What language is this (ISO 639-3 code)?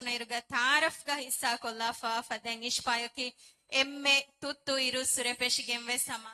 div